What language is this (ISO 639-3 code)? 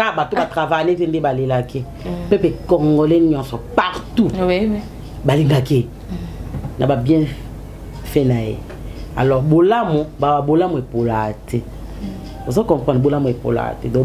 lin